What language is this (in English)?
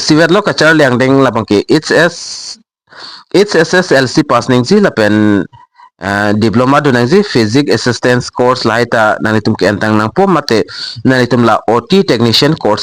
Karbi